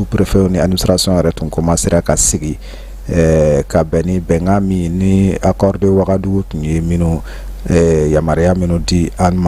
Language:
Bambara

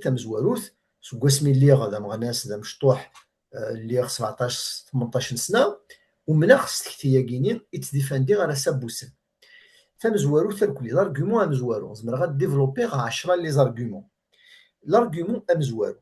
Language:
Kabyle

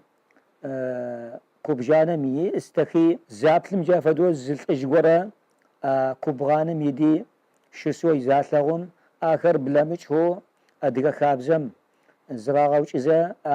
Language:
Kabardian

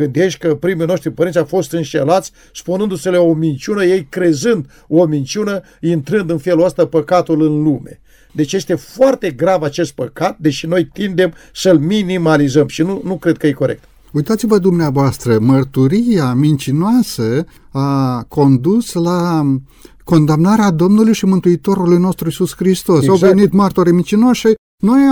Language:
Romanian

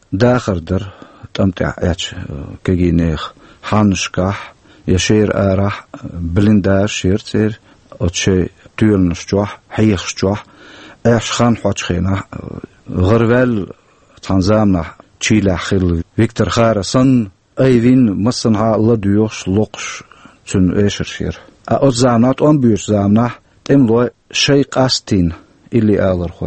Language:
Chechen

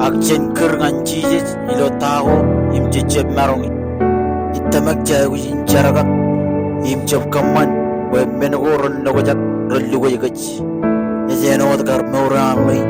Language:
Marshallese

